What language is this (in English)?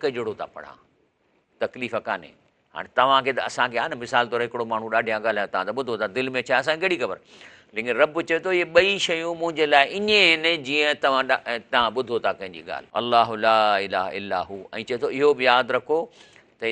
Sindhi